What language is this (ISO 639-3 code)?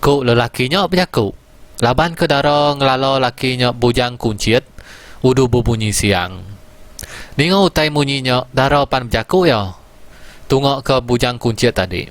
iba